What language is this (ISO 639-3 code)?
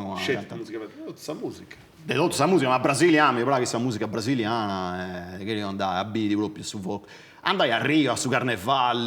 srd